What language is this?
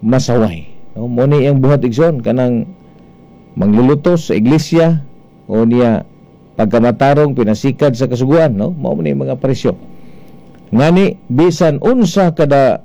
Cebuano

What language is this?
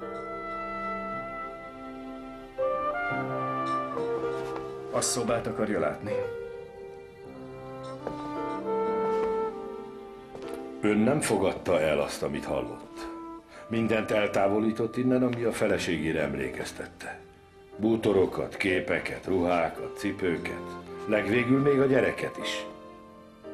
Hungarian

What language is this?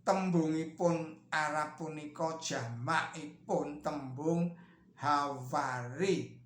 Javanese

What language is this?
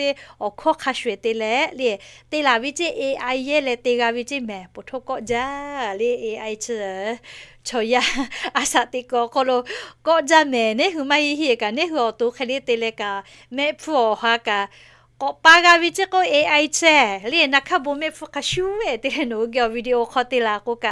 Lahu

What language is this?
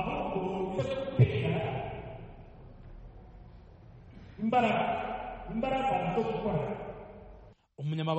Kinyarwanda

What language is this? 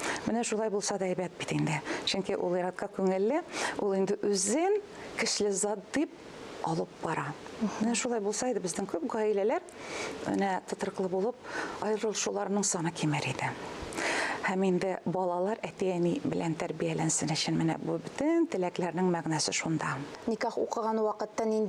Tatar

